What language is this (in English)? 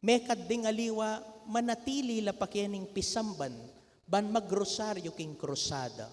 Pampanga